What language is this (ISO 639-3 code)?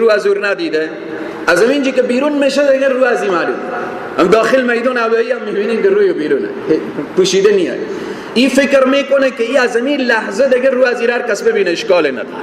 fas